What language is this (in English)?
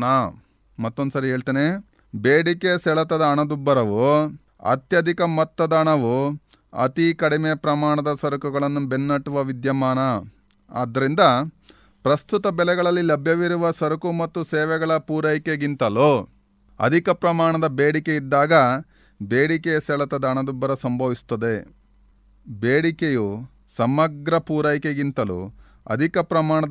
Kannada